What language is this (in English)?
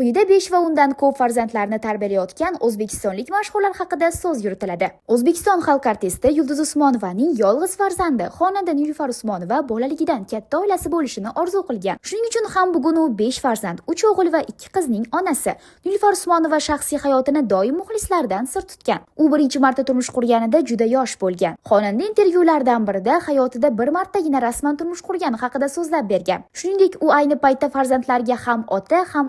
Uzbek